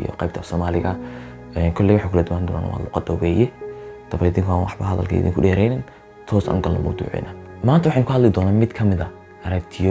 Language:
Somali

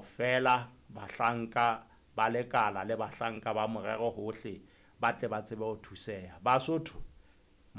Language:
Southern Sotho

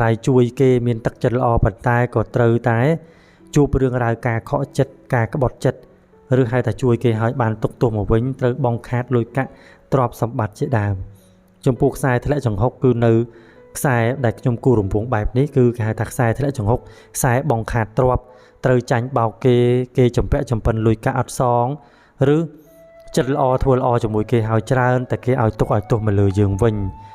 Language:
Khmer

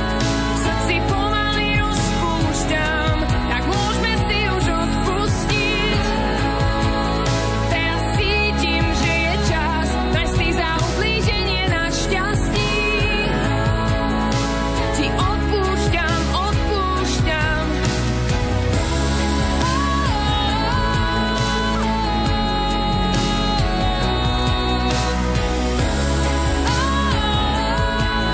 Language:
Slovak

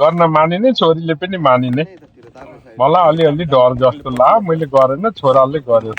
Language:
Nepali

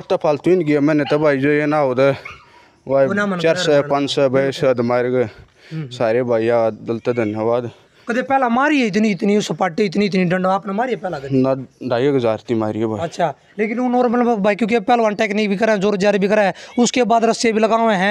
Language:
Haryanvi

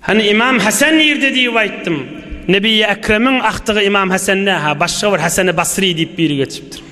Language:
Turkmen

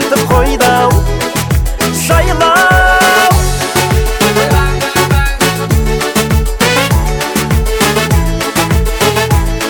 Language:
Kazakh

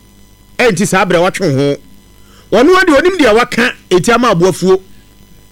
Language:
Akan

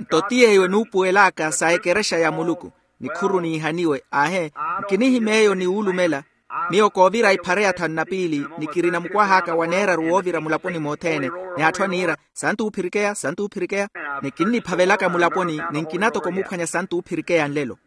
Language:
Makhuwa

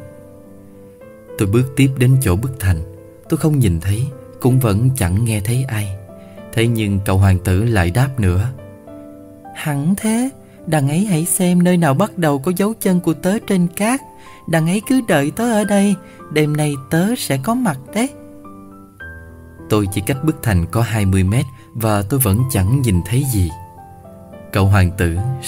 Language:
Vietnamese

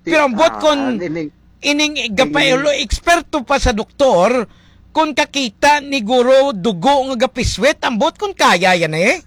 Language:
Hiligaynon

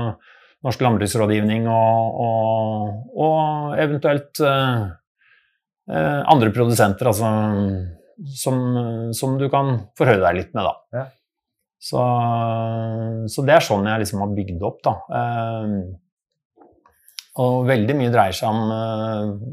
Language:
Norwegian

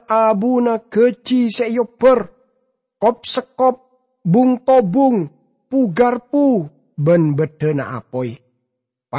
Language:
Madurese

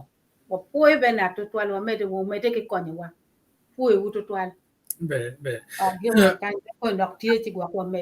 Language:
Acoli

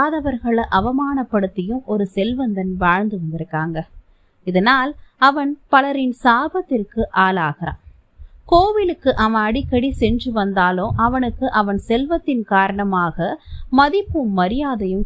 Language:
Tamil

